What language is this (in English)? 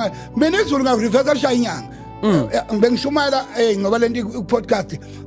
Zulu